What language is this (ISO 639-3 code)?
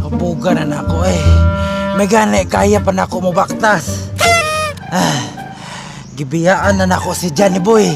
ceb